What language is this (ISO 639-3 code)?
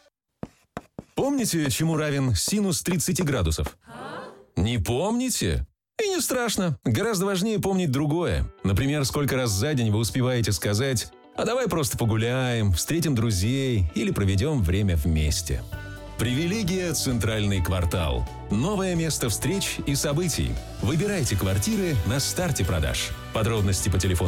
rus